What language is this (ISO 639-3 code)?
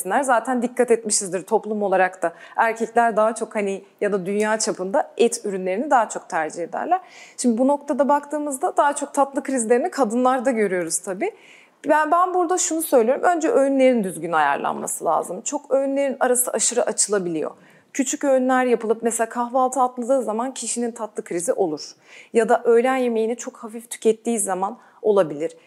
tur